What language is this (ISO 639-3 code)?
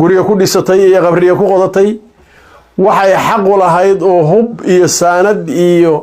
som